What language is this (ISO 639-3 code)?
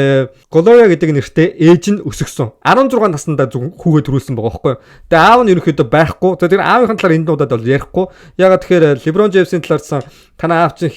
mon